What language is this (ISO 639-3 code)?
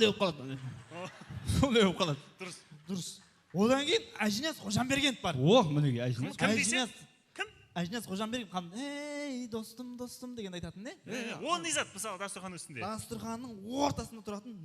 kaa